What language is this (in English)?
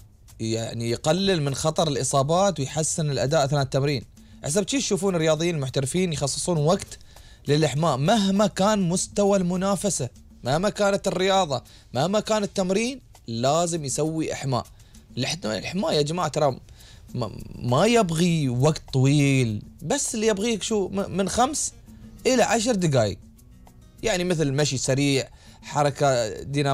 Gulf Arabic